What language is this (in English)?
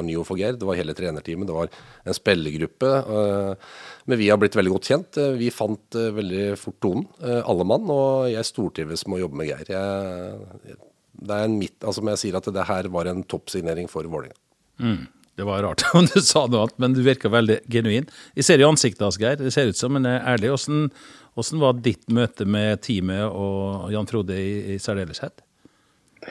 Norwegian